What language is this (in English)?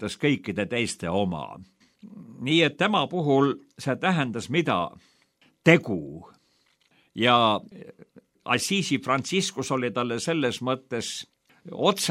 Estonian